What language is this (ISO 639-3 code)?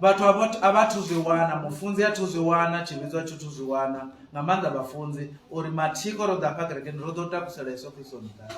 ven